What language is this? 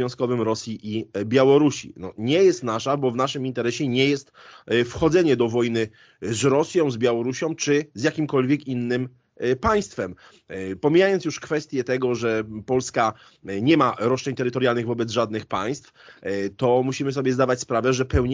Polish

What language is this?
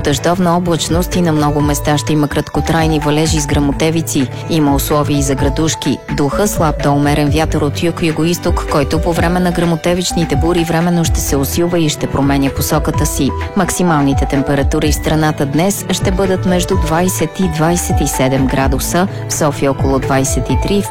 Bulgarian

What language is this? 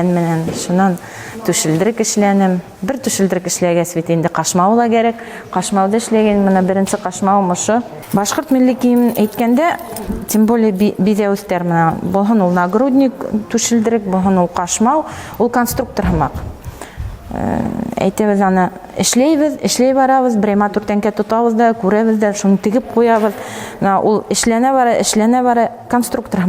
Bashkir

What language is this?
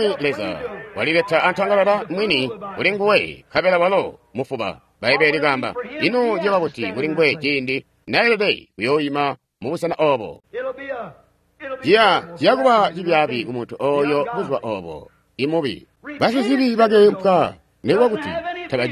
Tonga (Zambia)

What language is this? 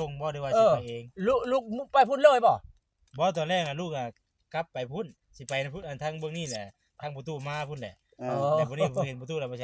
Northeastern Thai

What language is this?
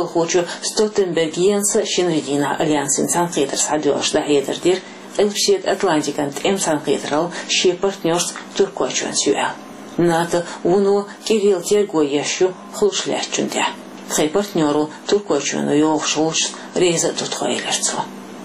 Chechen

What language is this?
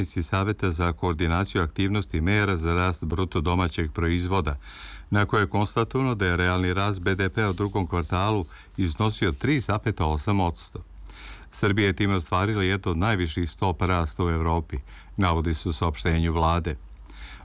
Serbian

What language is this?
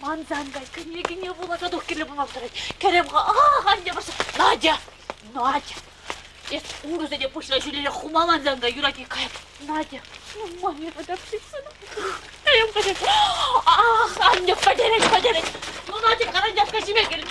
Chuvash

